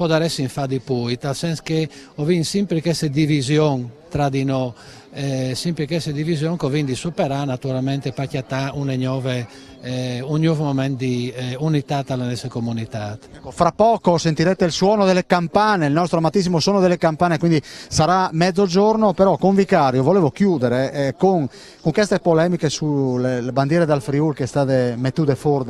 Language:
Friulian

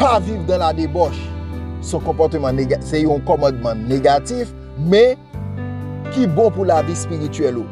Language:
Haitian Creole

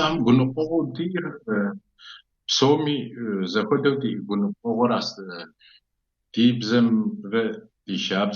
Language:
Kabardian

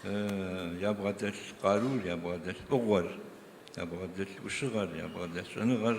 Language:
Kabardian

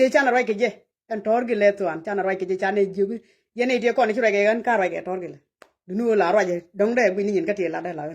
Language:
Nuer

